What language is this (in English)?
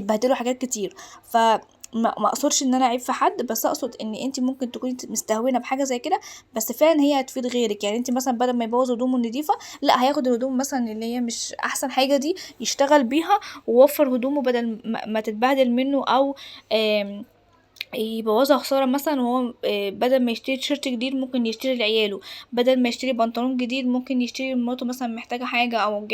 Egyptian Arabic